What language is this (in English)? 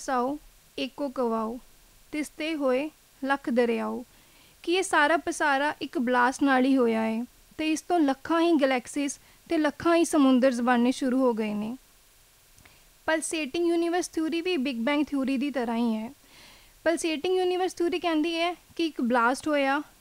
Punjabi